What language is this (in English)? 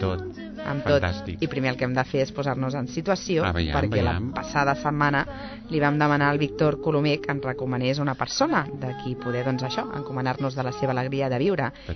Catalan